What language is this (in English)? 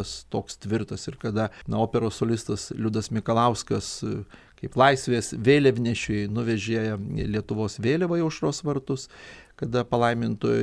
Lithuanian